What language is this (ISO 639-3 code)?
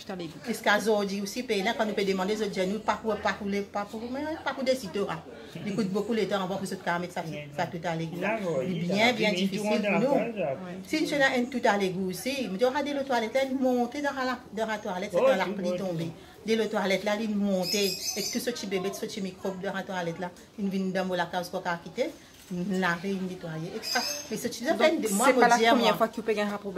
mfe